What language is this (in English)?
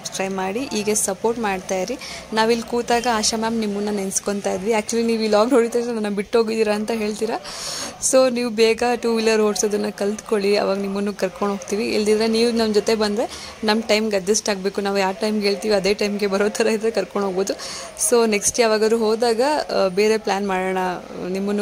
Kannada